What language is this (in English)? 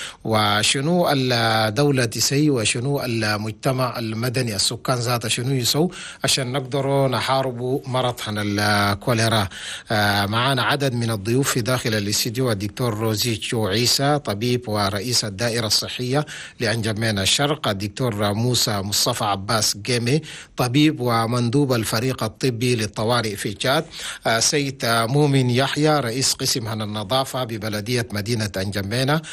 Chadian Arabic